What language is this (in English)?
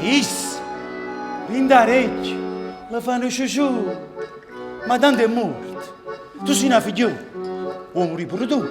Neapolitan